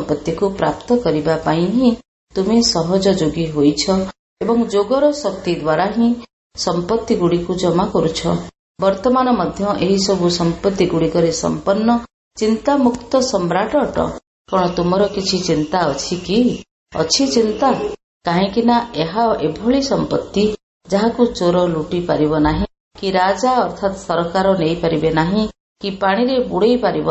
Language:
Odia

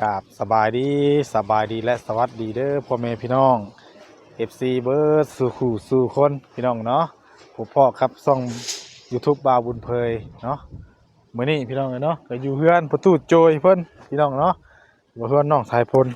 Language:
Northeastern Thai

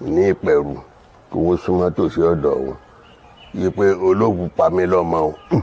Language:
Yoruba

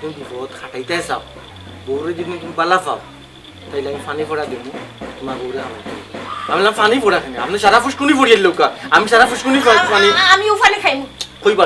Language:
Sylheti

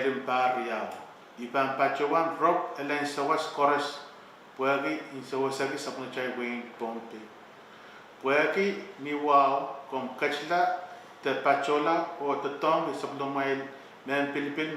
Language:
Pohnpeian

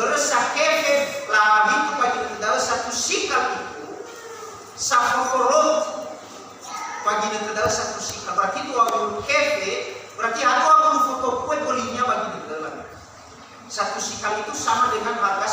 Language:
Nias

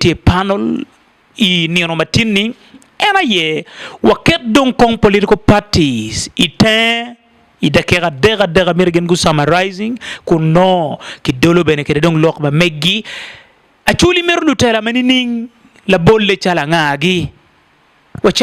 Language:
Acoli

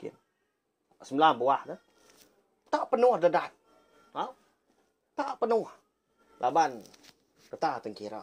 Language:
Iban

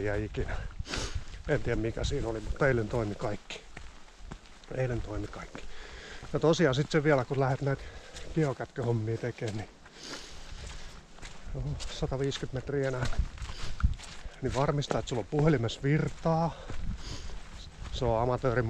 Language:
Finnish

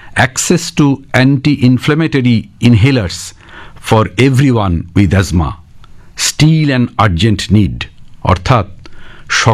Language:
Bangla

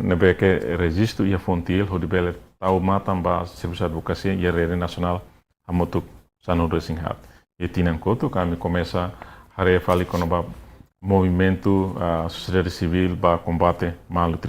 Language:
Tetum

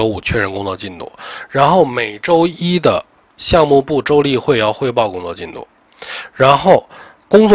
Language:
Chinese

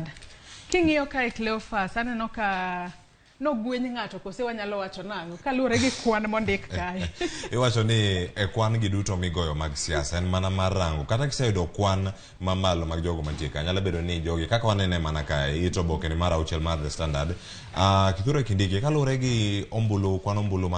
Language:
Luo (Kenya and Tanzania)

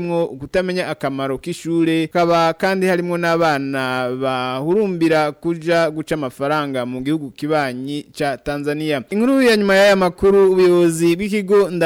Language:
Rundi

